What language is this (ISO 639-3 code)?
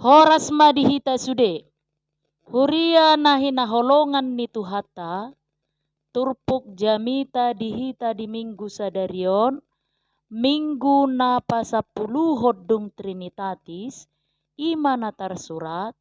bbc